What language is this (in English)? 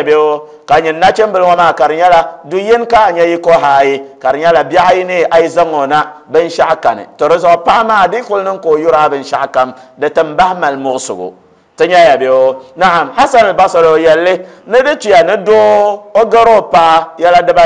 Dagbani